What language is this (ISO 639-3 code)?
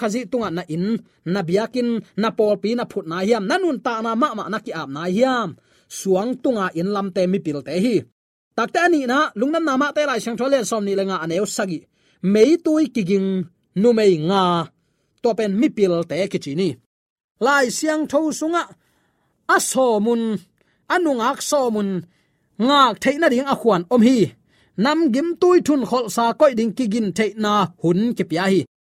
ctd